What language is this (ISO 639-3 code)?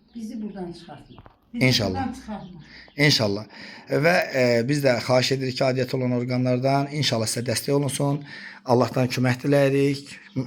aze